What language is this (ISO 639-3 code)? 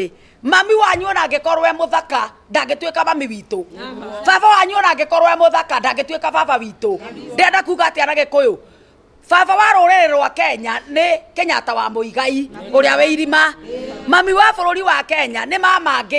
kik